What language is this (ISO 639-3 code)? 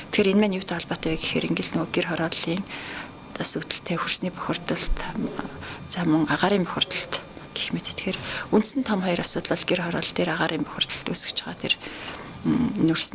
mon